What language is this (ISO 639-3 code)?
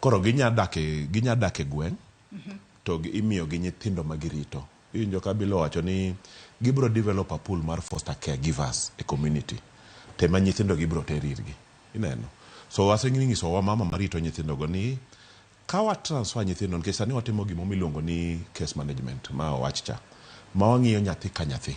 luo